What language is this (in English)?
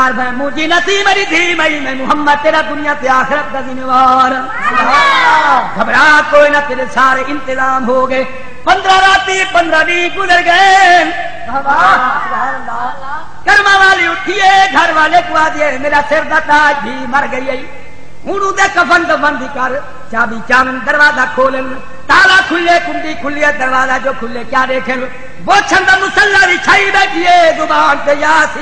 Saraiki